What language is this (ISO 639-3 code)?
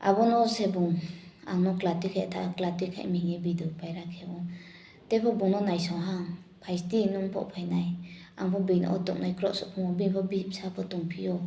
ria